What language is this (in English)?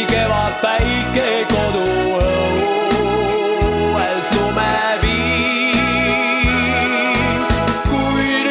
Estonian